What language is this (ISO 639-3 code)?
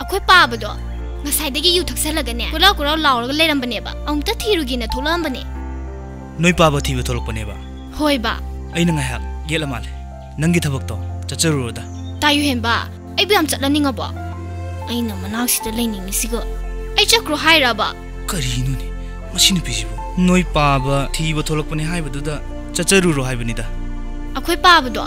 mni